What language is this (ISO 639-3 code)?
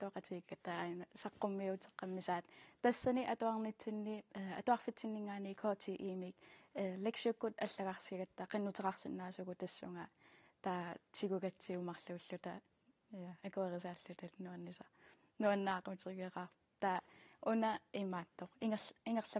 kal